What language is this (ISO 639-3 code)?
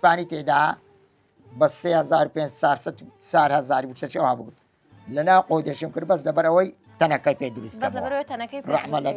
ckb